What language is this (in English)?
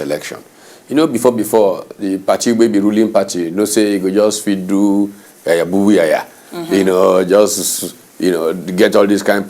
Nigerian Pidgin